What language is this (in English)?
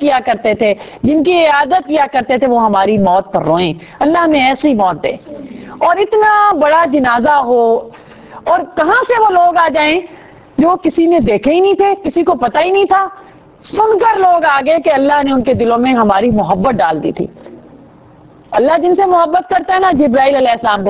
Urdu